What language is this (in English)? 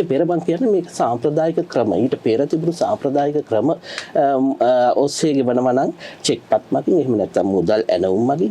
Sinhala